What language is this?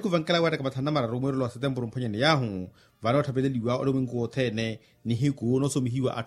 Makhuwa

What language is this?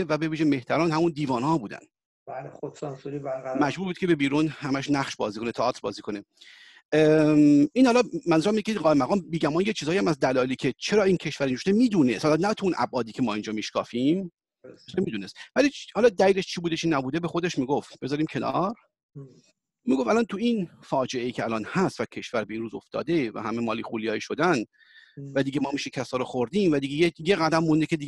Persian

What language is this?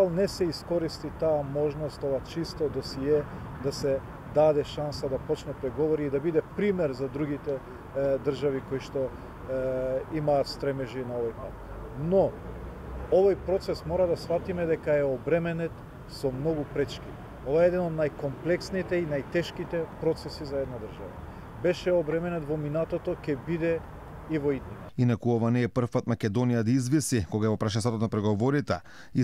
Macedonian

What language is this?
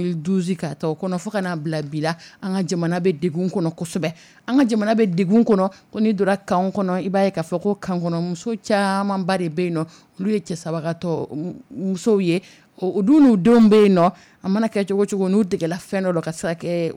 Dyula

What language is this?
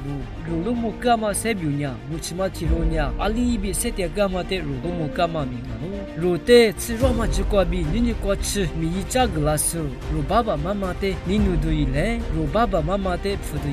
Lisu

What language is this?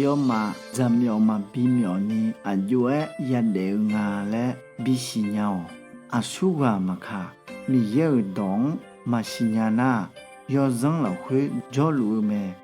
Akha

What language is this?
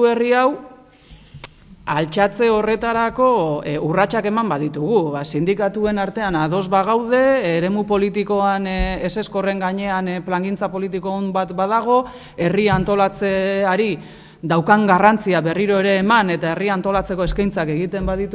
Basque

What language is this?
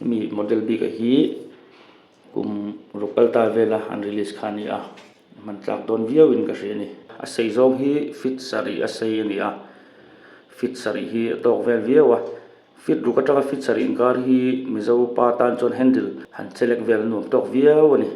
Mizo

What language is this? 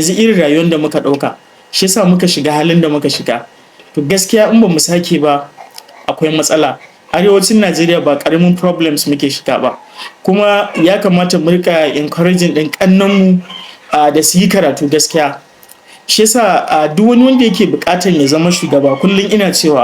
Hausa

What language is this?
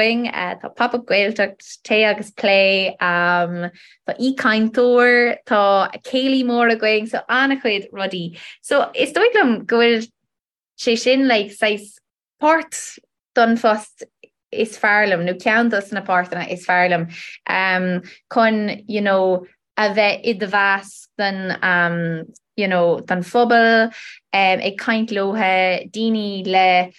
Irish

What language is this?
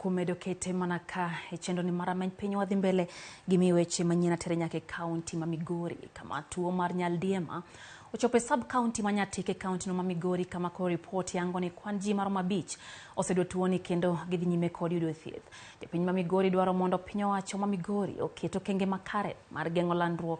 Luo (Kenya and Tanzania)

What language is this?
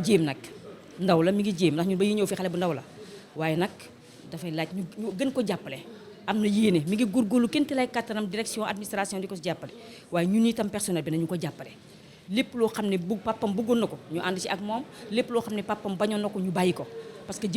Wolof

